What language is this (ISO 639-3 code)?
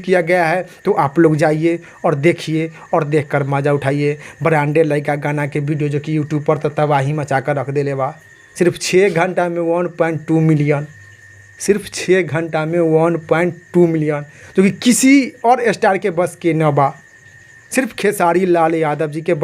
bho